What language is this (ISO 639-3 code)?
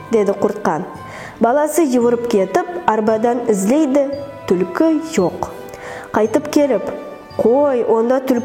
nog